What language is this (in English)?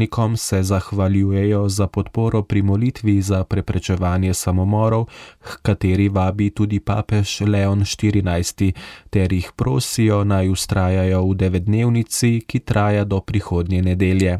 Slovenian